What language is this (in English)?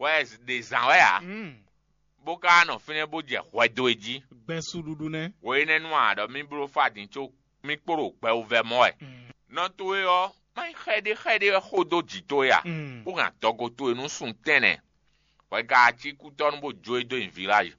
Fon